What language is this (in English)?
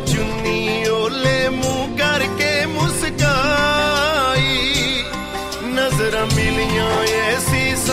Punjabi